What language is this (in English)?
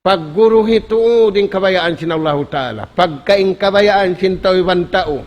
Tausug